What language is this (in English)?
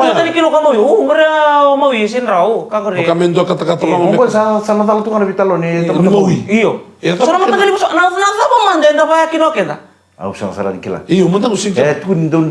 Fijian